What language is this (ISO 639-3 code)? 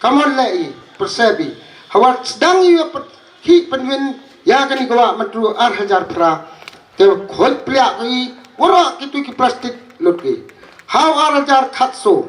pbv